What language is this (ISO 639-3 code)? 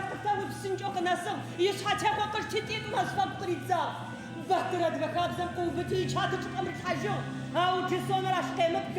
ady